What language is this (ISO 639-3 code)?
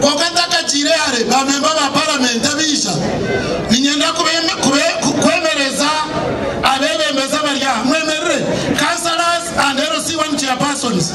nyn